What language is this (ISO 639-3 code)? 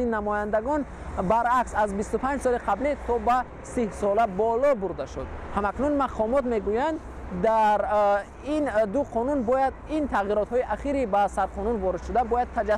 tgk